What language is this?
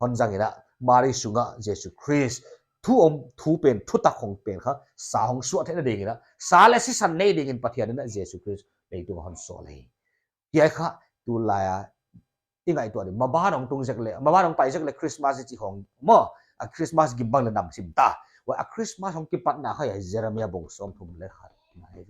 Paite Chin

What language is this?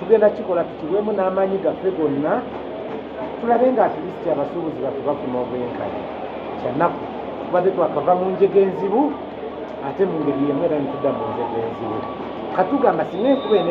Ganda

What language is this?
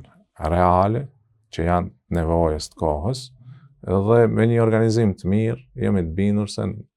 Albanian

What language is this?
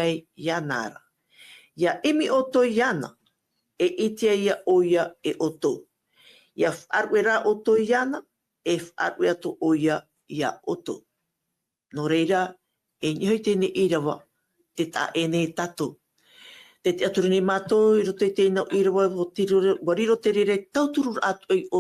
Tahitian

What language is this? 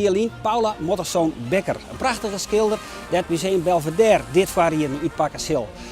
Western Frisian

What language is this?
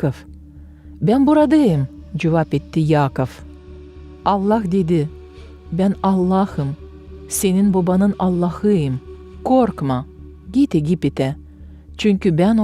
Gagauz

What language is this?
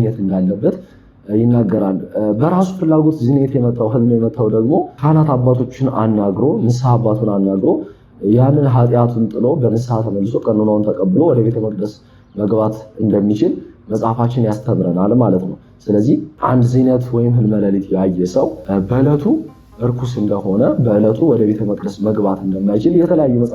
Amharic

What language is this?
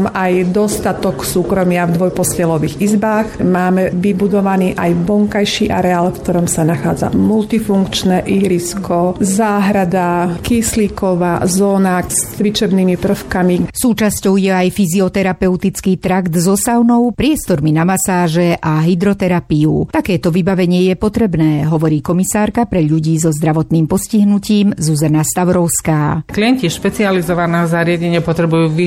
Slovak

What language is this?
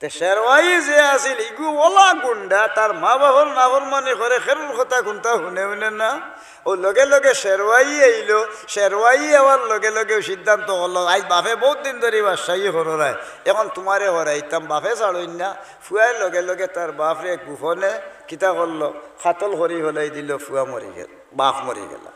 Sylheti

